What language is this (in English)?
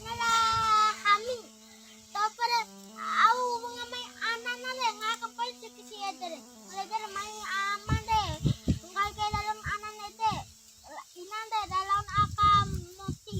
Bima